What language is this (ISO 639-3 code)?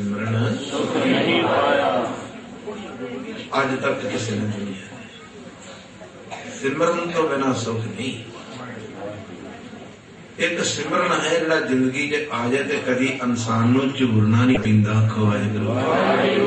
pan